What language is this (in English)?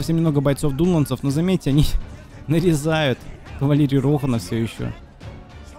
Russian